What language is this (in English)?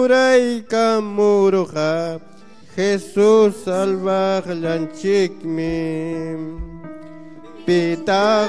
Ayacucho Quechua